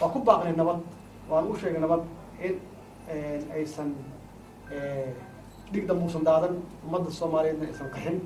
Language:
Somali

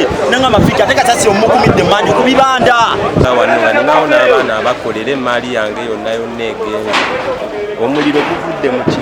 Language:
Ganda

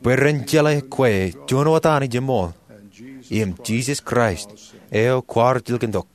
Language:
Marshallese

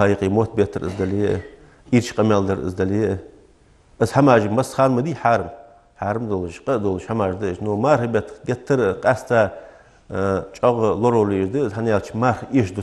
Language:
Ingush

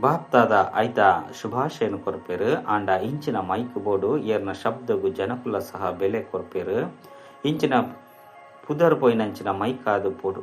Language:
Tulu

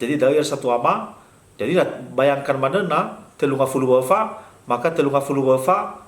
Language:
Nias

